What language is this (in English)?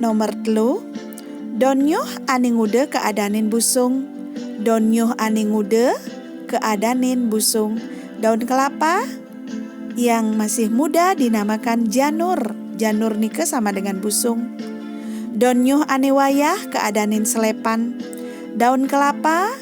Balinese